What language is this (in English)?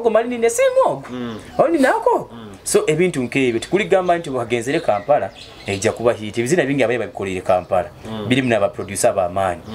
Nyoro